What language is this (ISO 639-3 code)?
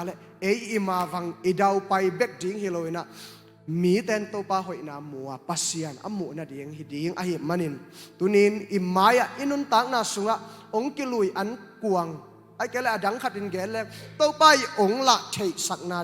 ctd